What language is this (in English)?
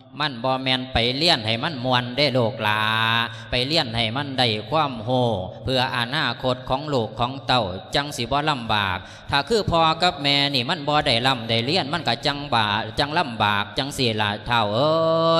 Lao